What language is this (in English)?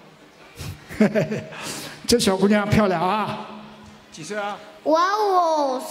Chinese